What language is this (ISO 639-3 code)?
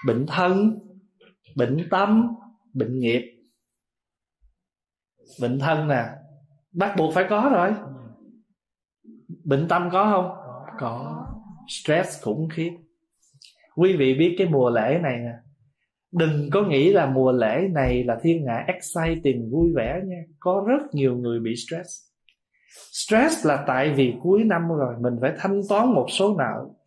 vie